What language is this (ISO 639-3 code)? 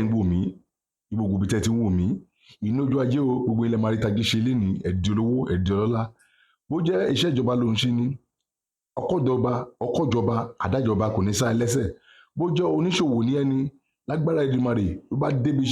yor